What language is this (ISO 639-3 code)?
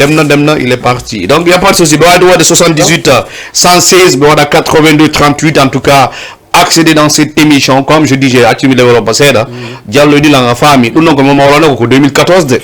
ful